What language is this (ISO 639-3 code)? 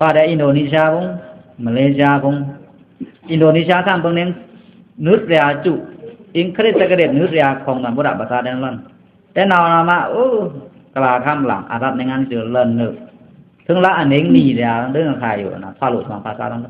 blk